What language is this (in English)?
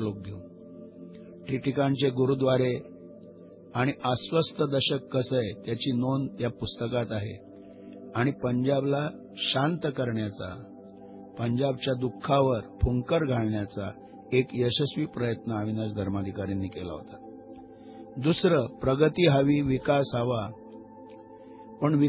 Marathi